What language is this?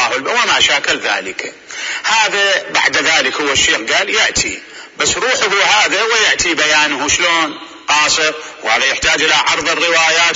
Mesopotamian Arabic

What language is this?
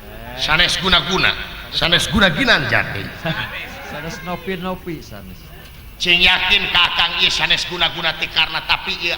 Sundanese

